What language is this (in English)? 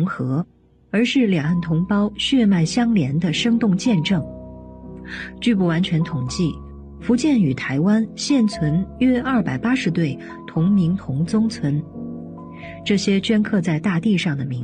Chinese